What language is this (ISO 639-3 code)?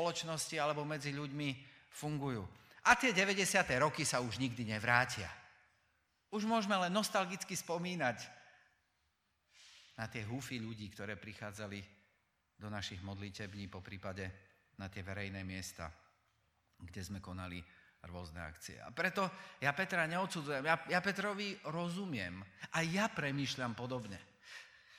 slk